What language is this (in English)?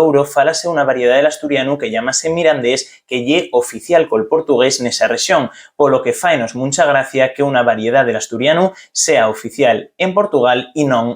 Asturian